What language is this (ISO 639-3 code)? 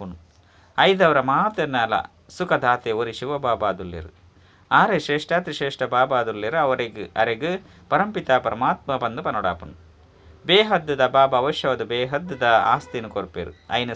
tcy